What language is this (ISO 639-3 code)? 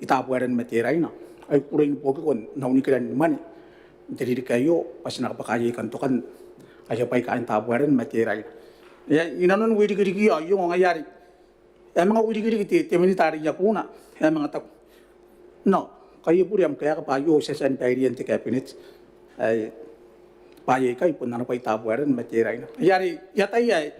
gil